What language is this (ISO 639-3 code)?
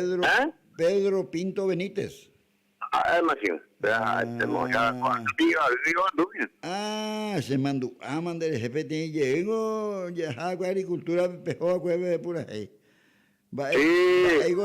grn